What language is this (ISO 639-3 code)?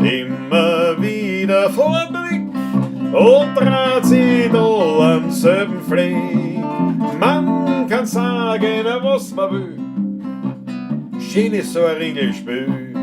bar